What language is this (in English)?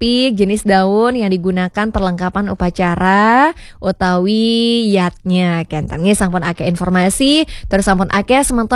Balinese